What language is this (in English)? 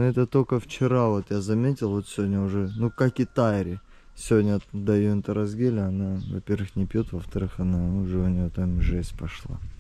Russian